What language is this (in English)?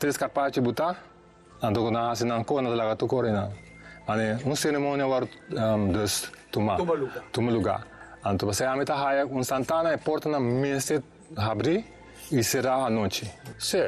Papiamento